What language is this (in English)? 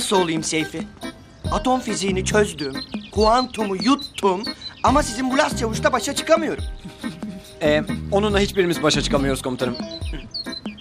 Turkish